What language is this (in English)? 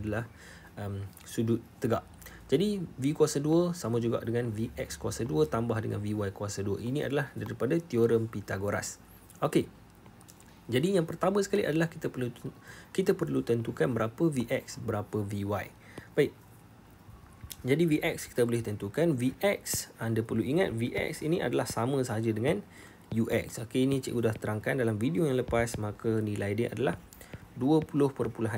Malay